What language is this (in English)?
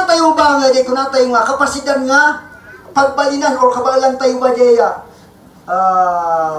Iloko